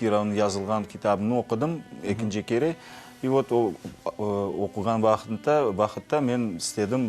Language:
Crimean Tatar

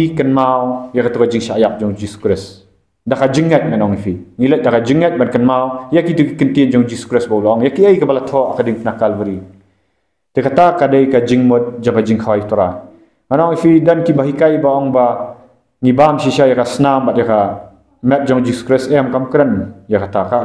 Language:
Khasi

